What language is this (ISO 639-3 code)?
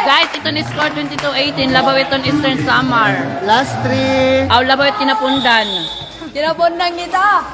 war